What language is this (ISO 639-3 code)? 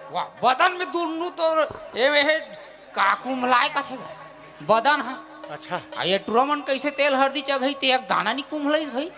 hne